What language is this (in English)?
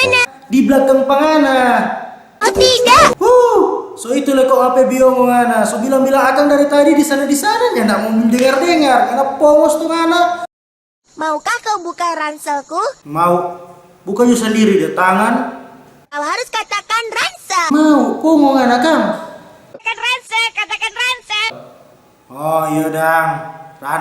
Manado Malay